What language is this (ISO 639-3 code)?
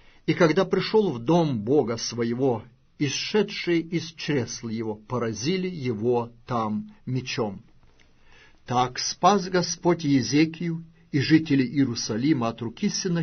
rus